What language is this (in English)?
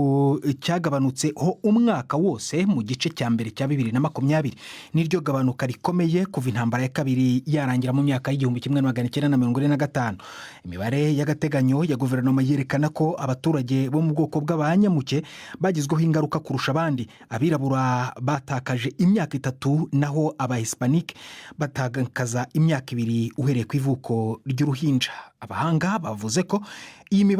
Kinyarwanda